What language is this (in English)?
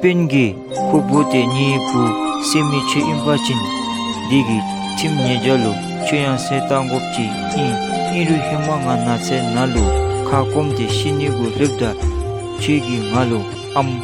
Dzongkha